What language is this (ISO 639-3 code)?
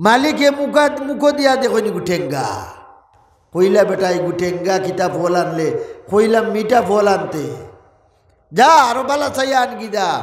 syl